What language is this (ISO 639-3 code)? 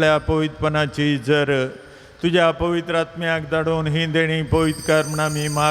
kok